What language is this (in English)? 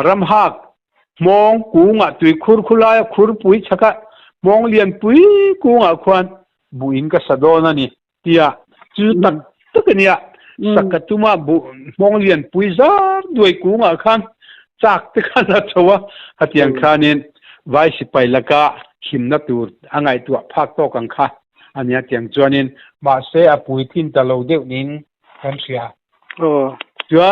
Mizo